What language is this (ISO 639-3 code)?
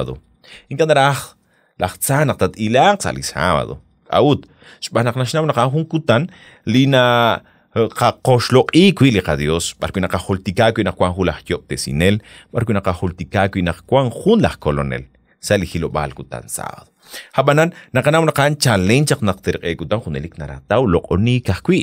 kek